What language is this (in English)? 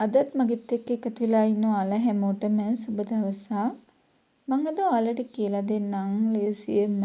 Sinhala